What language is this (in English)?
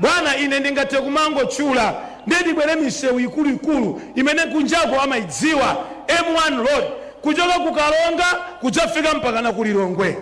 Nyanja